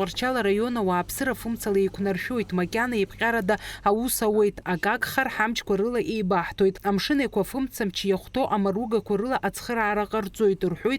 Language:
Abkhazian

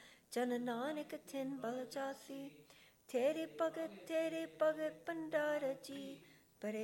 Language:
Punjabi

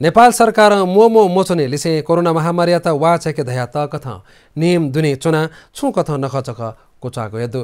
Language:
Newari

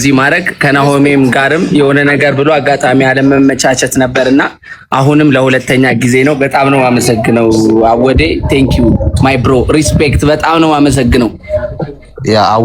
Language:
Amharic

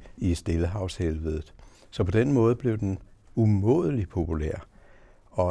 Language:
Danish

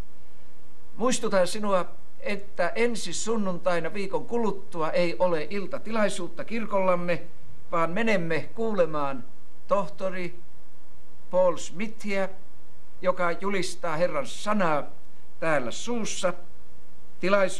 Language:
Finnish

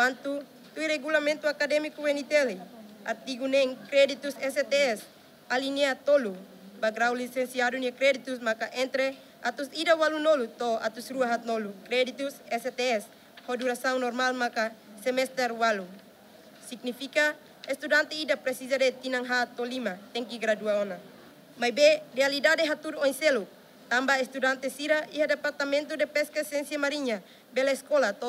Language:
Tetum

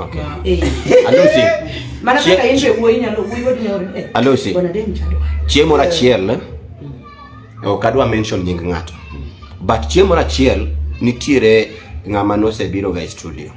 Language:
Luo (Kenya and Tanzania)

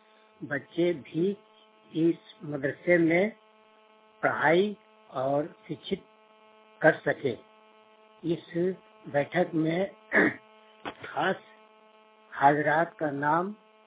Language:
Urdu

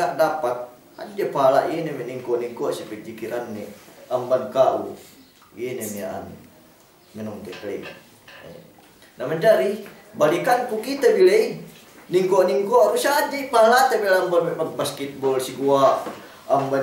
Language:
Yakan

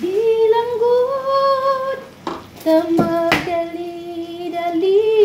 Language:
Cebuano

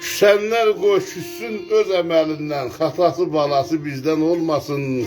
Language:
South Azerbaijani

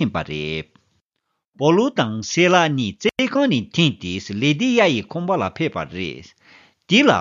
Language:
Tibetan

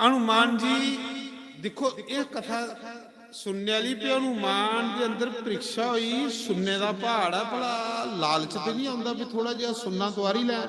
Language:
Dogri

